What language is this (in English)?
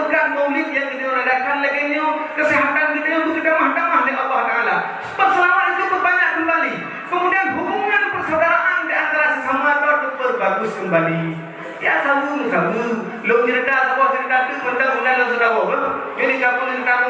Achinese